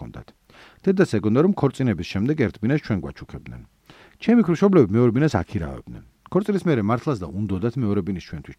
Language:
Georgian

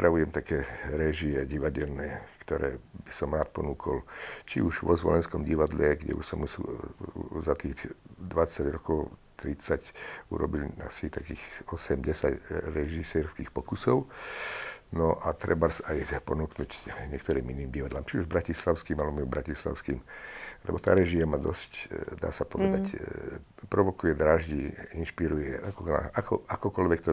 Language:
Slovak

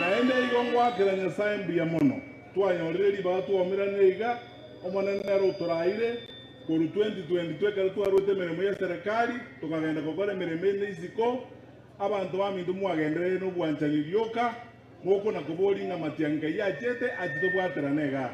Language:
Gusii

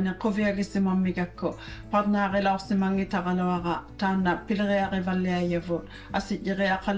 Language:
Inuktitut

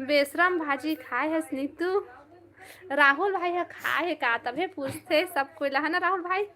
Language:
Chhattisgarhi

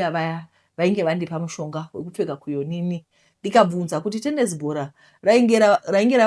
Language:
Shona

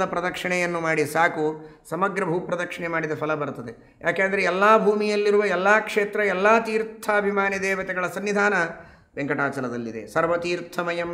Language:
Kannada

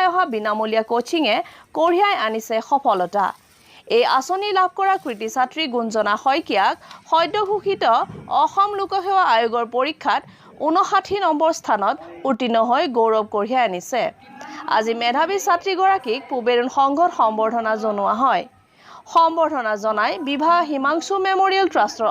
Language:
Assamese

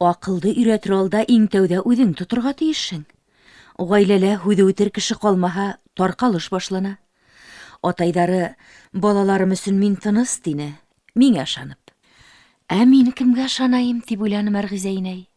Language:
Bashkir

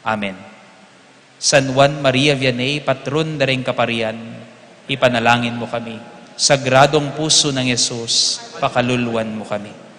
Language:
Pampanga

